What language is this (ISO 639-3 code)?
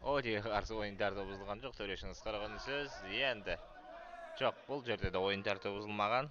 kaz